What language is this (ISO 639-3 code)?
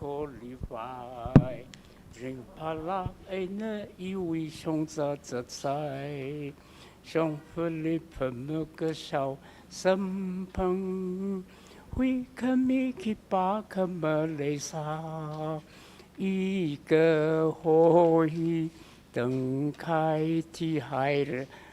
nmf